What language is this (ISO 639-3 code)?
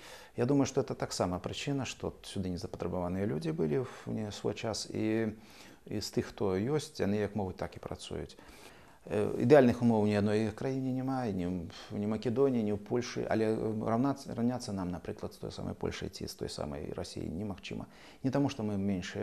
bel